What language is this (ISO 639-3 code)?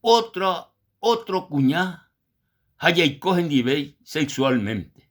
grn